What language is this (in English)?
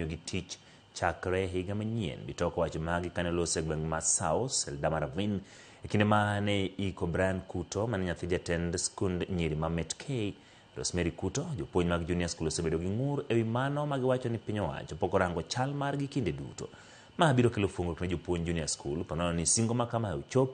Luo (Kenya and Tanzania)